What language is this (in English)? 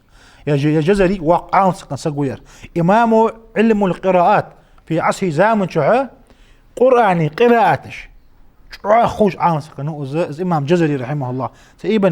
Ingush